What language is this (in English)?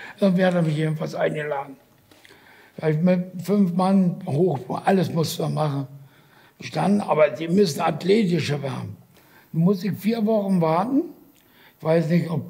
German